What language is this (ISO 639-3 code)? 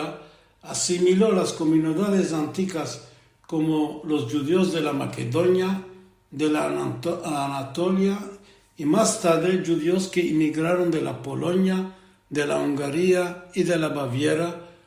lad